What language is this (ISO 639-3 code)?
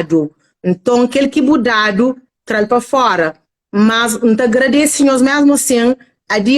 kea